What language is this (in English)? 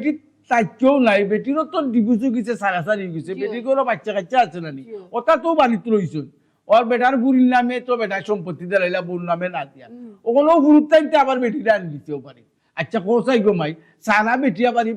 Sylheti